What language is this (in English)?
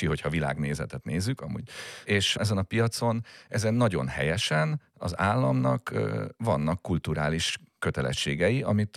Hungarian